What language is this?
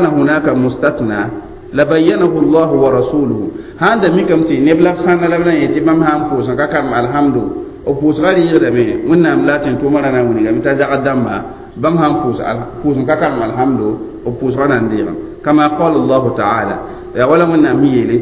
Mossi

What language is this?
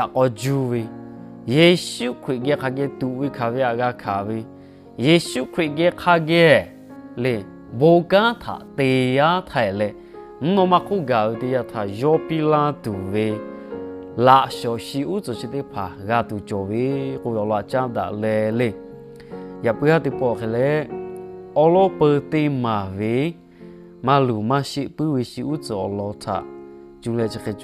Lahu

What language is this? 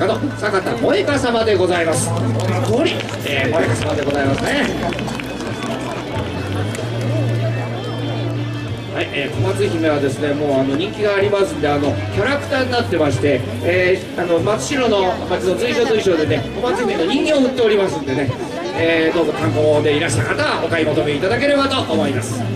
Japanese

